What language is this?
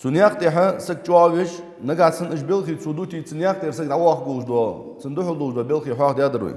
Ingush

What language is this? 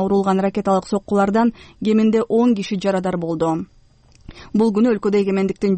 Kyrgyz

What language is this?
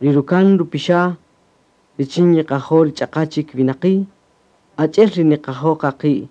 Kaqchikel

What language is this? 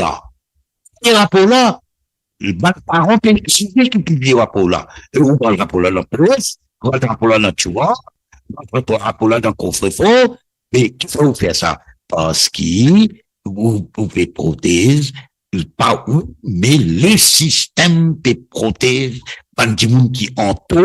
Morisyen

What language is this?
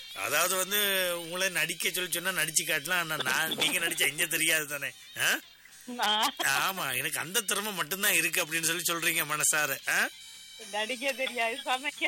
Tamil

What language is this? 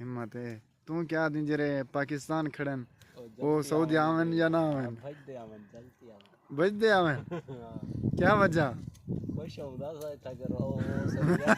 Saraiki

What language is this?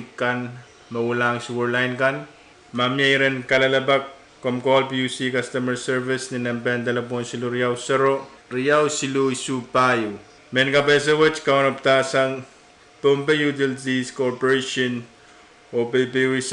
Pohnpeian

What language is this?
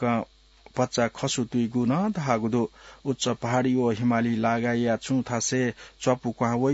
Newari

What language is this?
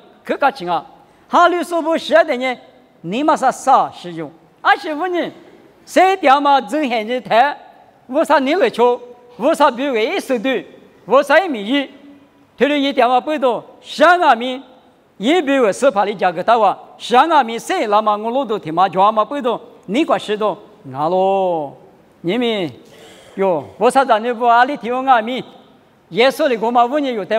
Lisu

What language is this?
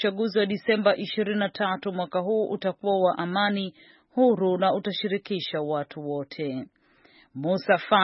Swahili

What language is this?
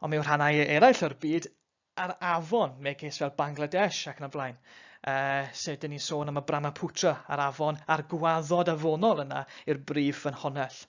Welsh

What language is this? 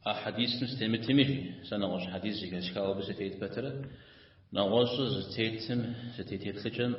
Kabardian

